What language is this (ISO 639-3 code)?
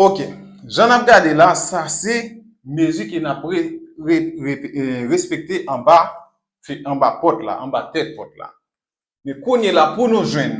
hat